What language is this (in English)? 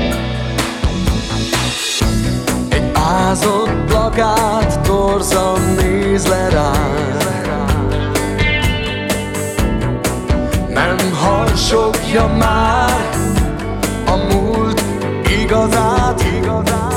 Hungarian